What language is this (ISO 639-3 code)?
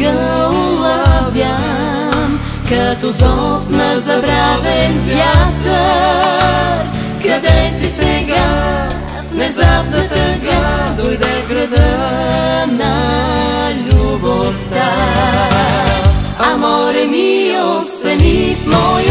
bul